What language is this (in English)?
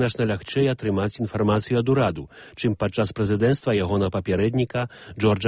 Belarusian